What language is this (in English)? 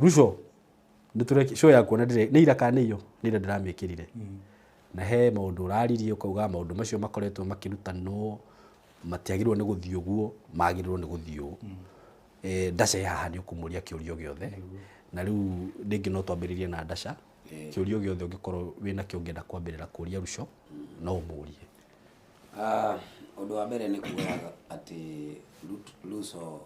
Kikuyu